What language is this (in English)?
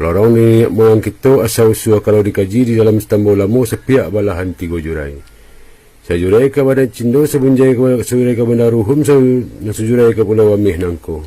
Minangkabau